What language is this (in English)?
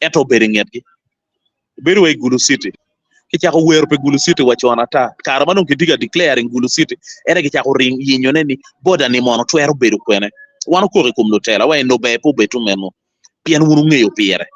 Acoli